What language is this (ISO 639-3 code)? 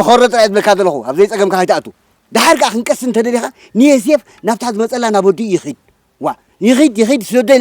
tir